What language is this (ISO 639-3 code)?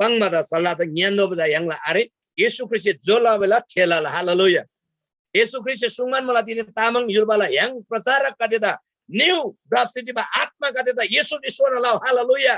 taj